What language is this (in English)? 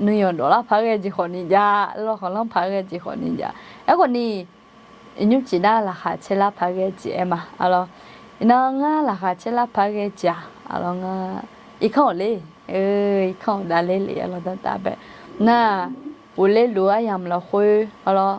Akha